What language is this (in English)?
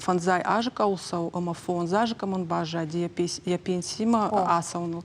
Ossetic